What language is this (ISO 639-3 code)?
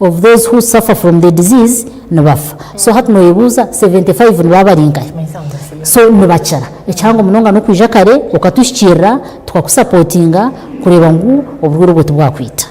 nyn